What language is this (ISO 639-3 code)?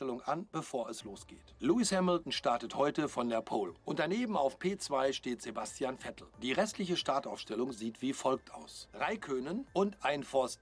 gsw